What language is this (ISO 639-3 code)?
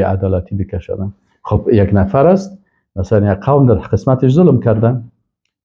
fas